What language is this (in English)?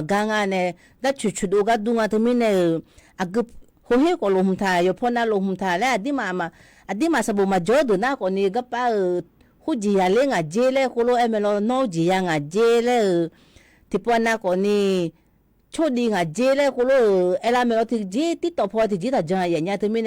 Akha